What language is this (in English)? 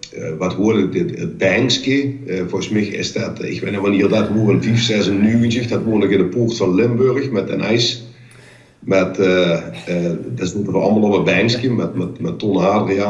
Limburgish